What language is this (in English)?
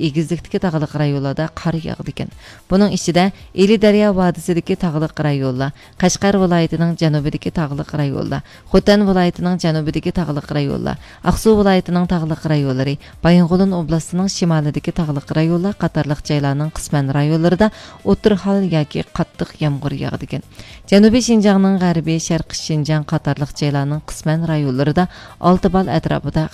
Uyghur